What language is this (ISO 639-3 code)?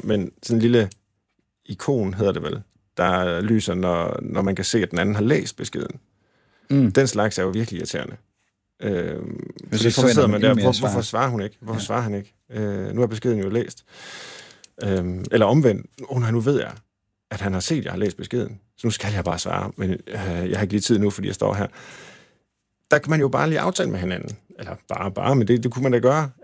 dan